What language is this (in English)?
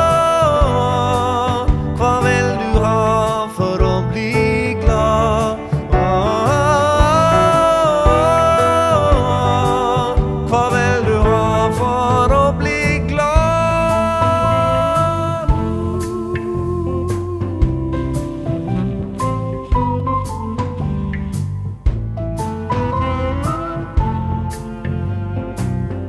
Norwegian